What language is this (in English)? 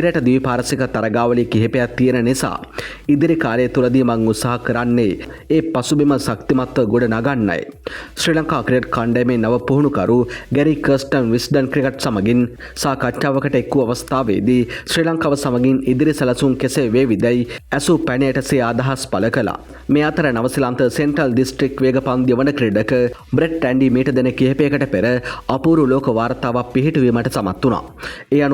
Sinhala